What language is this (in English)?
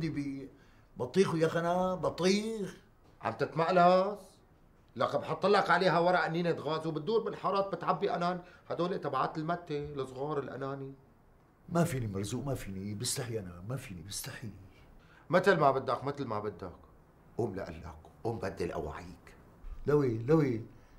North Levantine Arabic